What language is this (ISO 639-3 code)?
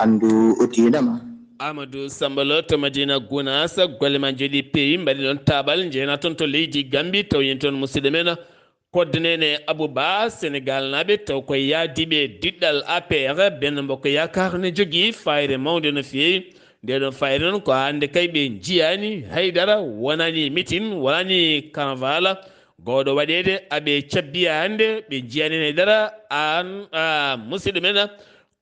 ful